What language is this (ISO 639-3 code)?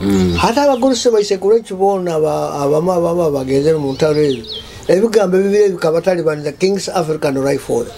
nyo